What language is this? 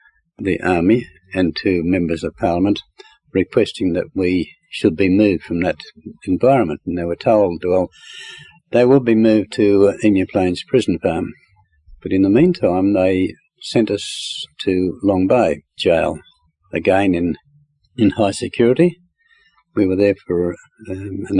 English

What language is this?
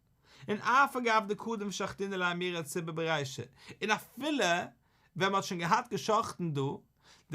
Yiddish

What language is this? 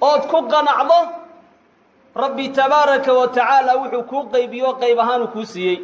Somali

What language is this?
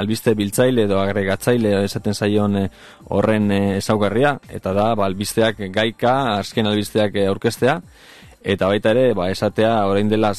Basque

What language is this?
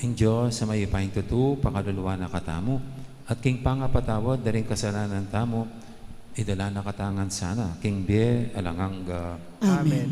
Pampanga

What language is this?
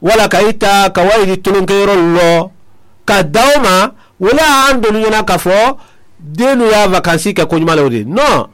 Mandingo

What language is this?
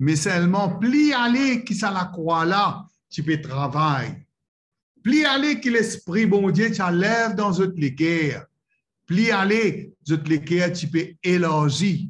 Morisyen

